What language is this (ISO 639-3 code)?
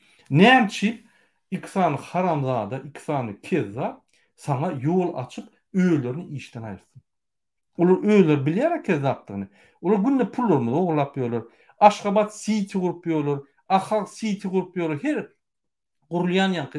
tuk